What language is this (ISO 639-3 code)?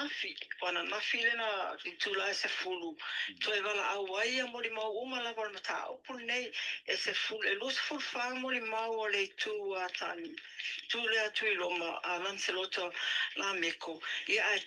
smo